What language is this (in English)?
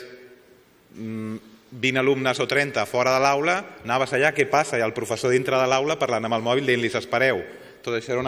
Catalan